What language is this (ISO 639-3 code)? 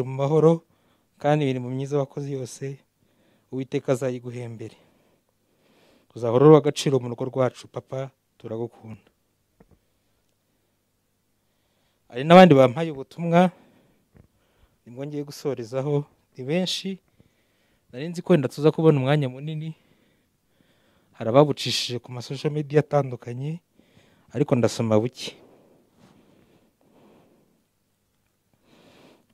kin